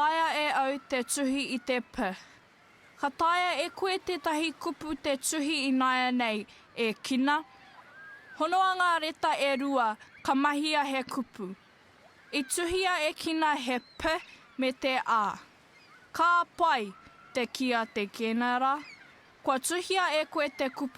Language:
Māori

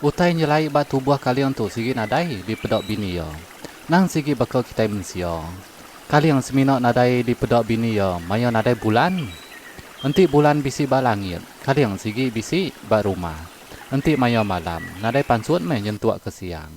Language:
Iban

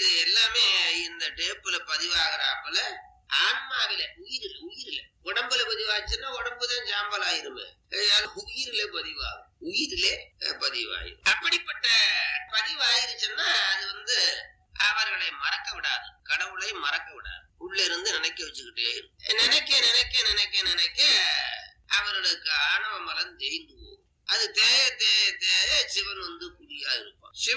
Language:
Tamil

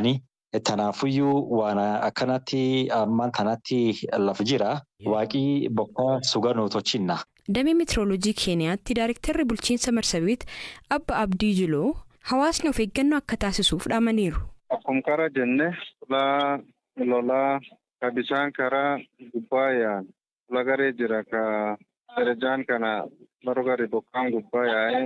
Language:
Oromo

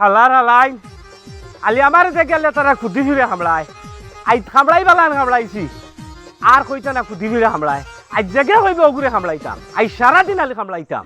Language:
Sylheti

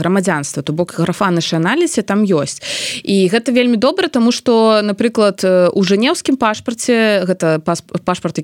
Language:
Belarusian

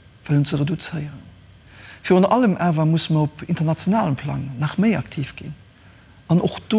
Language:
Luxembourgish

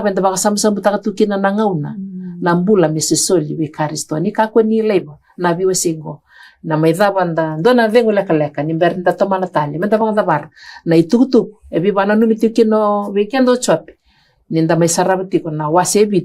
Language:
Fijian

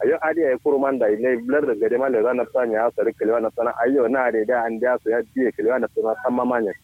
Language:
Kanuri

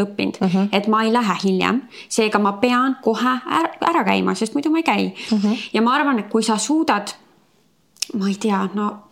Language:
Estonian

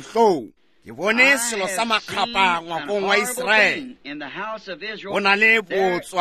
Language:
Northern Sotho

